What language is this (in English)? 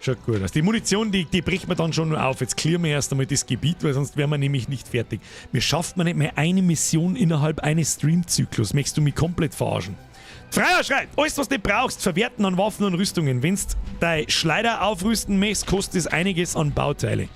Bavarian